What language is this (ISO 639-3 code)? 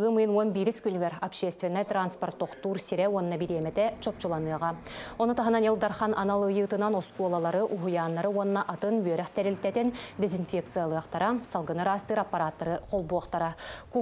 sah